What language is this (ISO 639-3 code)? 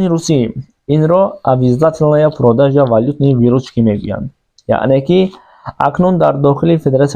tgk